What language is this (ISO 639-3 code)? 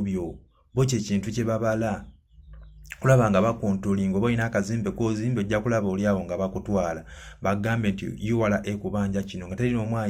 lug